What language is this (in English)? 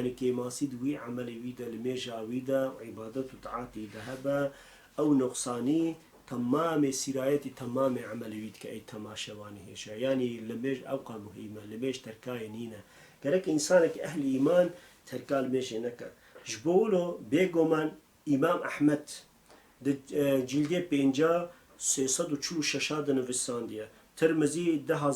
Kurdish